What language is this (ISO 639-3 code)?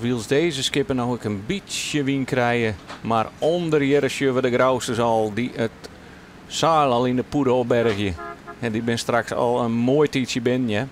fry